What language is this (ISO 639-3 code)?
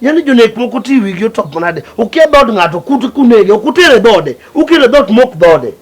luo